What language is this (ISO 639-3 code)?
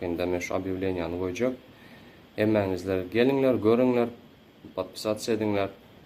tuk